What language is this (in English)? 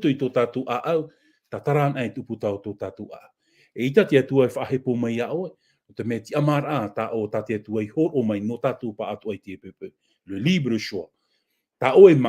Tahitian